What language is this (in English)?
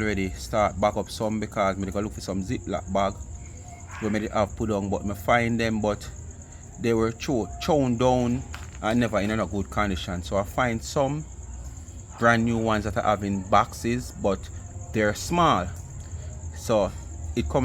Jamaican Creole English